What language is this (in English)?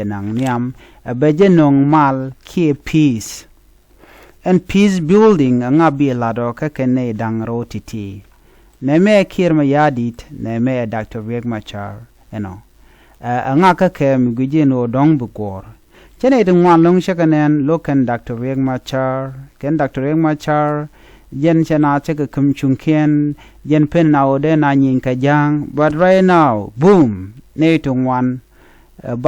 Nuer